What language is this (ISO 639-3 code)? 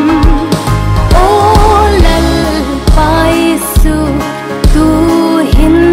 swe